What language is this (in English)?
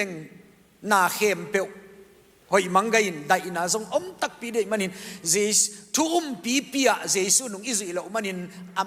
Tedim Chin